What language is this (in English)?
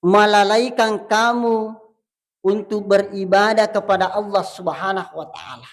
Buginese